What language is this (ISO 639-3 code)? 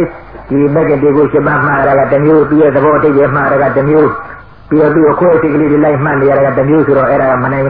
mya